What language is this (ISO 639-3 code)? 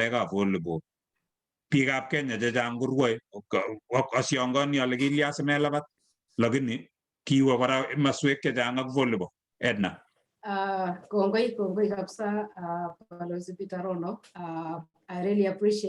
kln